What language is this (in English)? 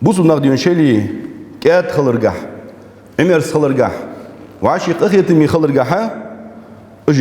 Ingush